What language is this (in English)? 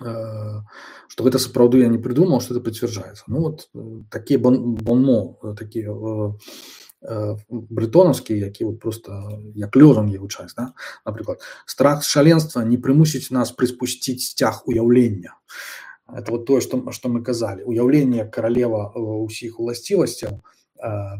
Belarusian